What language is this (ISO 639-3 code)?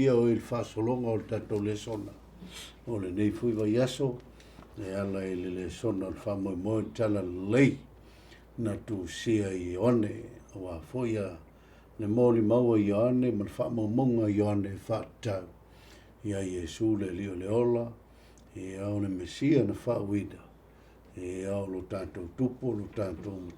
smo